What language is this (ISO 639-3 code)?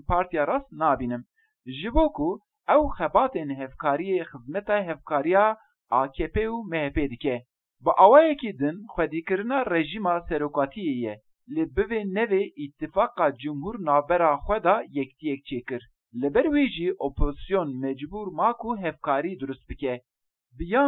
kur